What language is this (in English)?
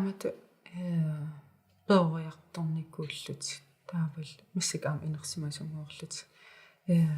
Kalaallisut